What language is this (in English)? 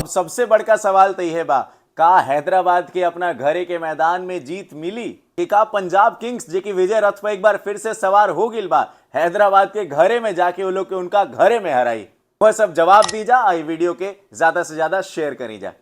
Bhojpuri